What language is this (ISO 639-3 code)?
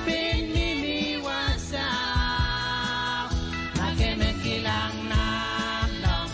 pon